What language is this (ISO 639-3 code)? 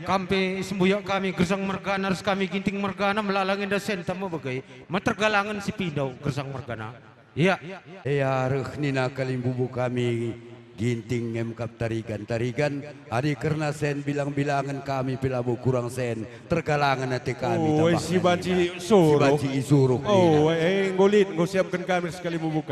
btx